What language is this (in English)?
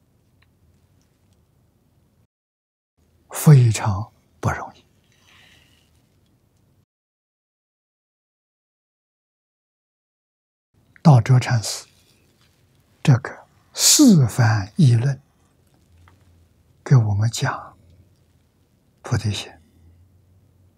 Chinese